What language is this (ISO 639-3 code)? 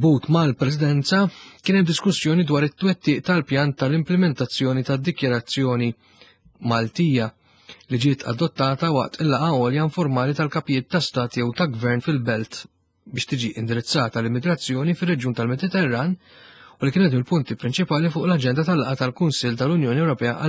mlt